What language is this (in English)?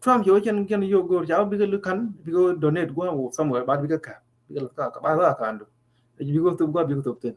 Nuer